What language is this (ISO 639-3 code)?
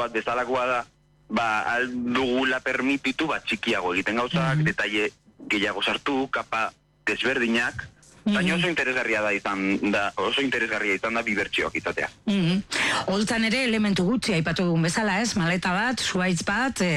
eus